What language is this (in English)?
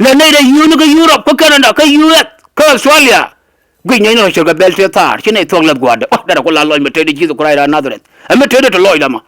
Nuer